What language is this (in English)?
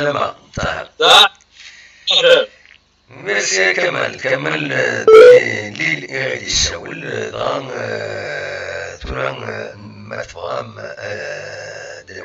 Kabyle